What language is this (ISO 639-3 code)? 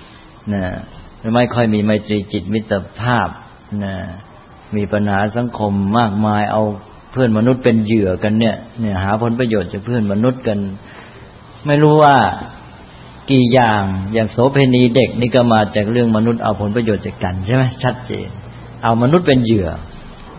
tha